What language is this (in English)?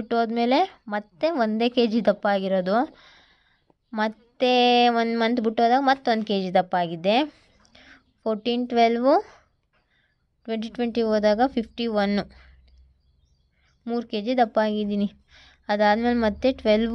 Kannada